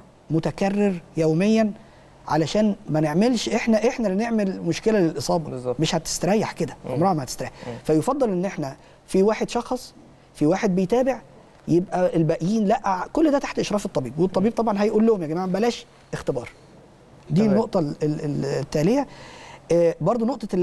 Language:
Egyptian Arabic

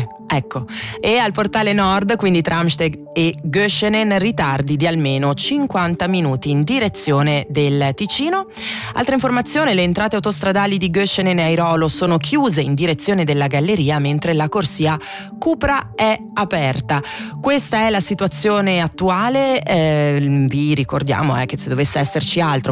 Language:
Italian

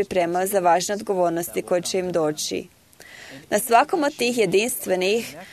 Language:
Croatian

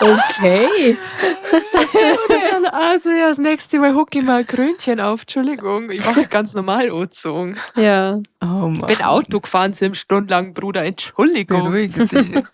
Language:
Bavarian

